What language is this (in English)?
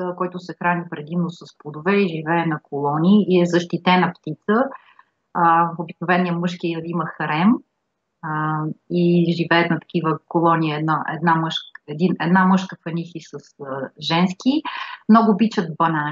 Bulgarian